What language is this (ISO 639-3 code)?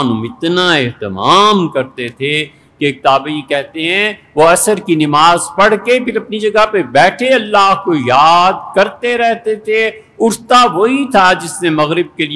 urd